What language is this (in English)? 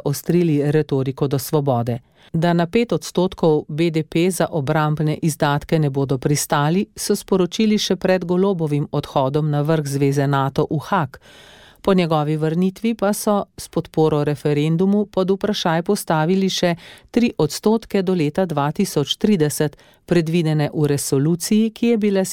Slovenian